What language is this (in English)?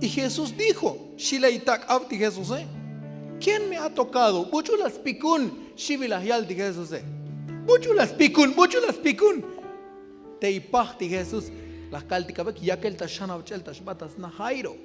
Tzotzil